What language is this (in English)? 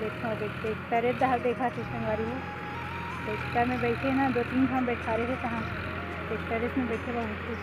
Chhattisgarhi